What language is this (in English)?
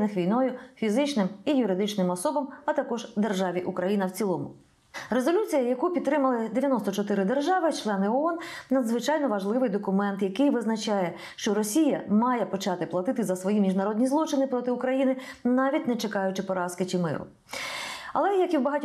Ukrainian